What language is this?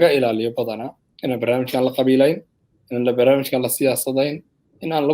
Somali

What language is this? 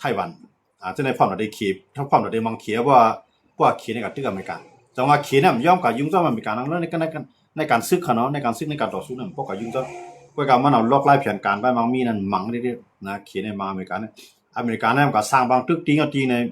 Shan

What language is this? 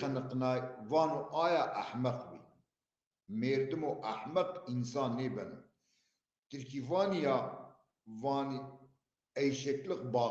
Zaza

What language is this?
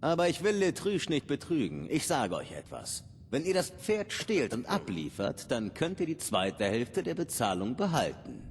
Bavarian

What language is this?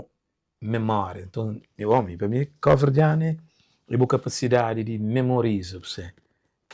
Kabuverdianu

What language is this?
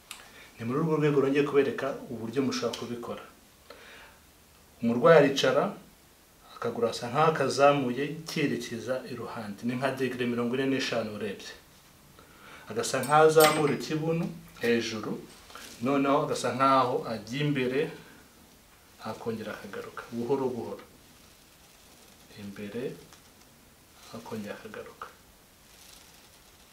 Kinyarwanda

